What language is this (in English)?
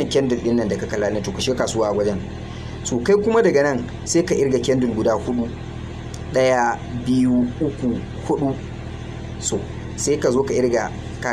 Hausa